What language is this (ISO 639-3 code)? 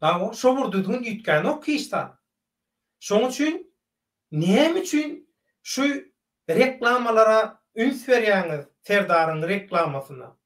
tuk